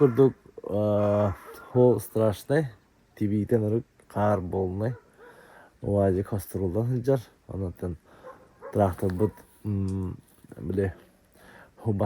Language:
Yakut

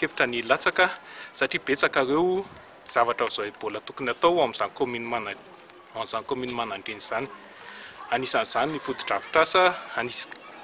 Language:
Malagasy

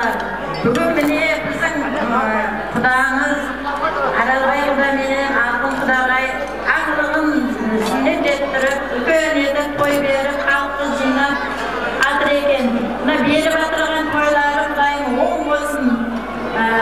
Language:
Kara-Kalpak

